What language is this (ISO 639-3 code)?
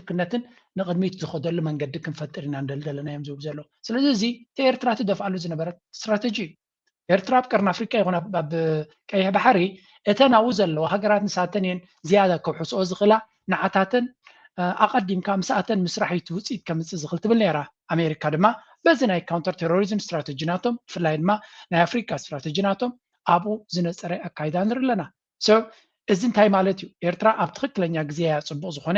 tir